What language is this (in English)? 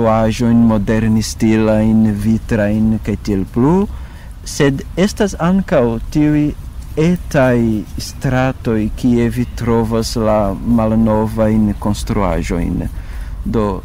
Esperanto